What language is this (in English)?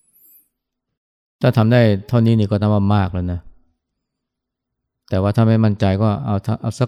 Thai